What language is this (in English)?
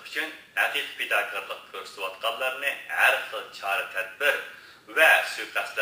Uyghur